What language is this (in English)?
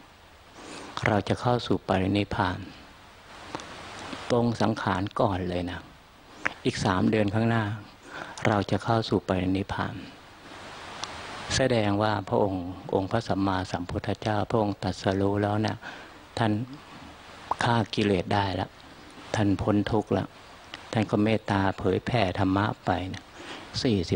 Thai